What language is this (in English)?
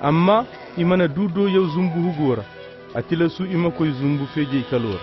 Koyraboro Senni